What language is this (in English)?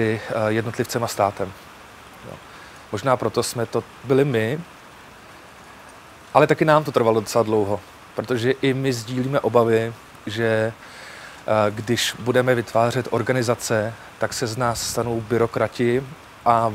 Czech